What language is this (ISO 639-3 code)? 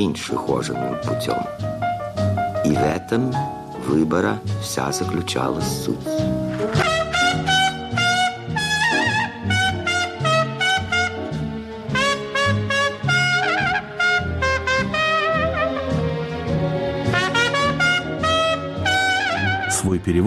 rus